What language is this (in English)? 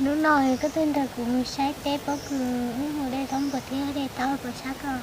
Hmong